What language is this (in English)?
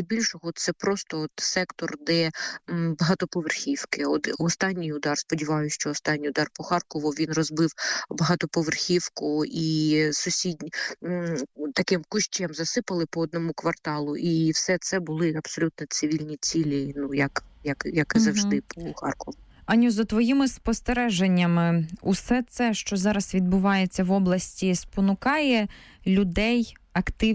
Ukrainian